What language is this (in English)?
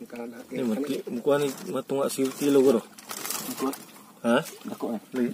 Cebuano